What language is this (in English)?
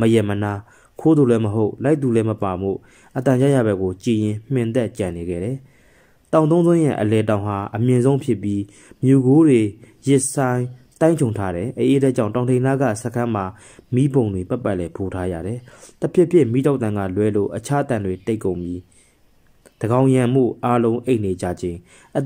Burmese